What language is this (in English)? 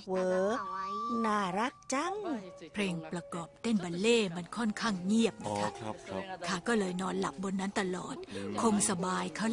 Thai